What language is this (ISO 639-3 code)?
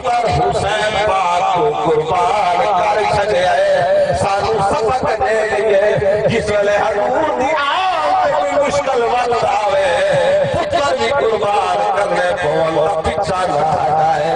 skr